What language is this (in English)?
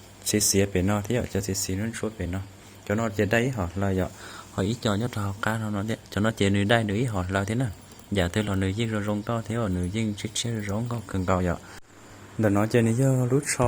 Hmong